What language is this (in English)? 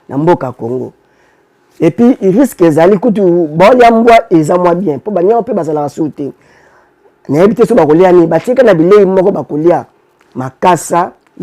Lingala